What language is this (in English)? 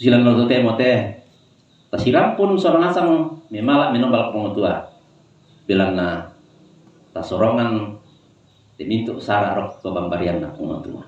Toraja-Sa'dan